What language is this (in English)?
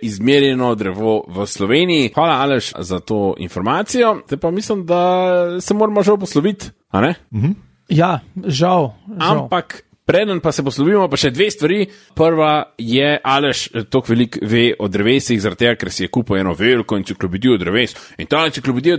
Slovenian